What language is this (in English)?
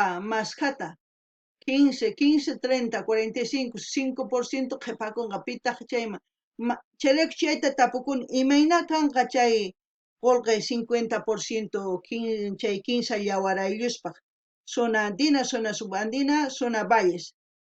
South Bolivian Quechua